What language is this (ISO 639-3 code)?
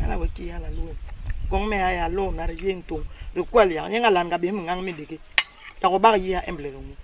bas